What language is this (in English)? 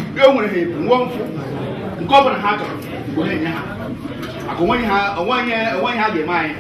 Igbo